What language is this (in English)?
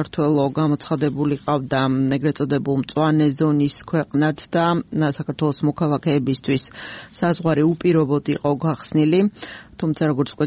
Georgian